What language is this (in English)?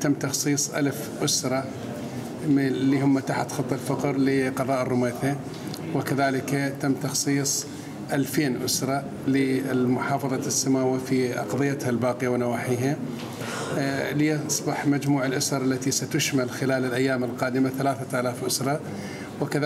Mesopotamian Arabic